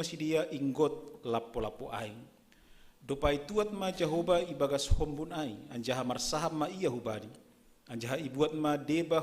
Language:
Batak Simalungun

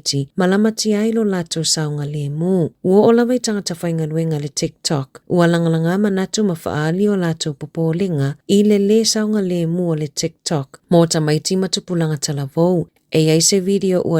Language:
Samoan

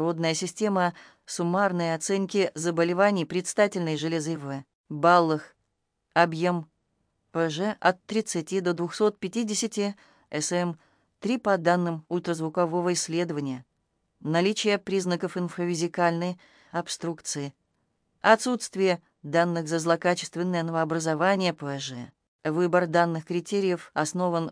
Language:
Russian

